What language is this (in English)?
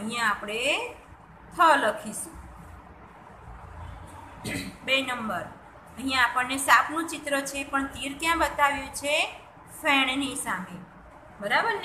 Gujarati